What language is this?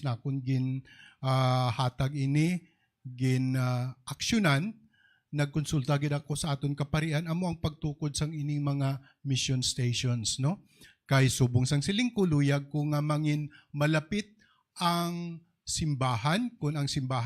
Hiligaynon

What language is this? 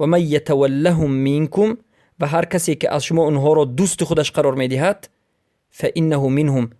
Persian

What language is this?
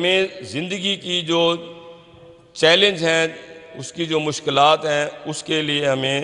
Urdu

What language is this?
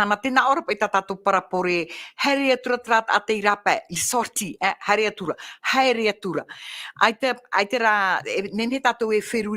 Tahitian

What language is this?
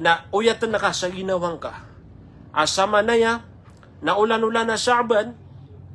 Maranao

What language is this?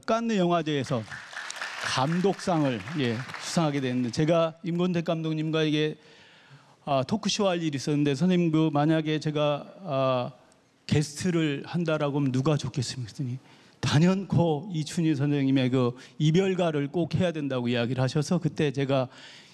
Korean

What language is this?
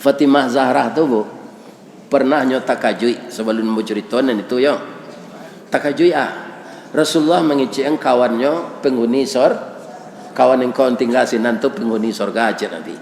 Minangkabau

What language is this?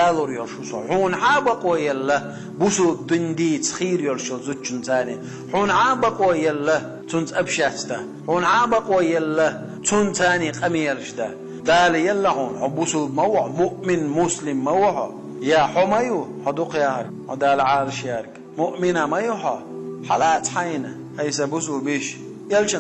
Chechen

